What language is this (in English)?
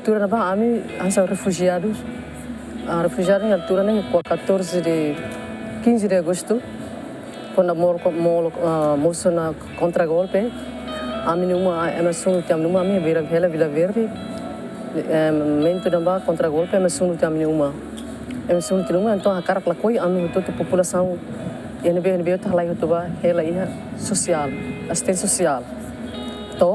Tetum